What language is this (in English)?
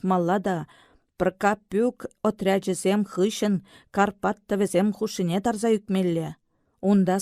Chuvash